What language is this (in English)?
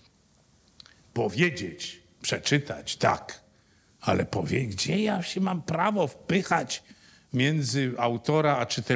Polish